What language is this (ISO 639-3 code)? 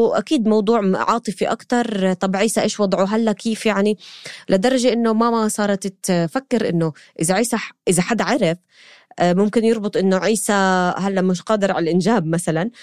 apc